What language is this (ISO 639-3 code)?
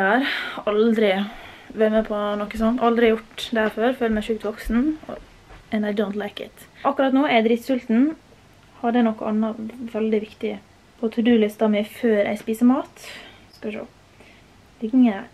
nor